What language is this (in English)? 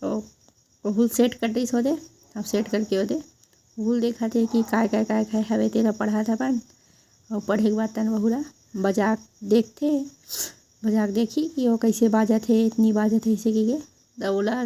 Chhattisgarhi